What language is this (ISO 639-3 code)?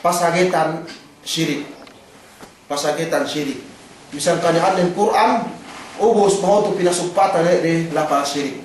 yka